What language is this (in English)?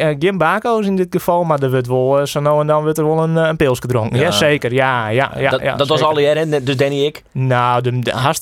Western Frisian